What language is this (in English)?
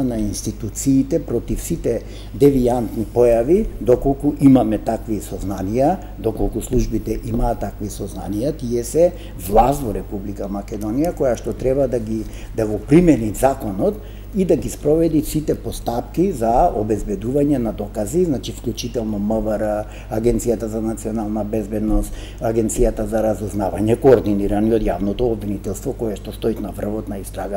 Macedonian